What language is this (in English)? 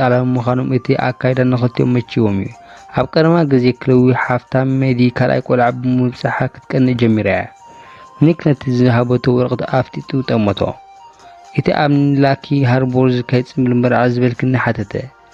Tigrinya